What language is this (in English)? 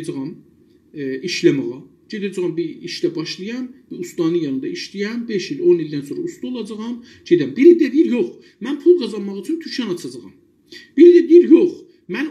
South Azerbaijani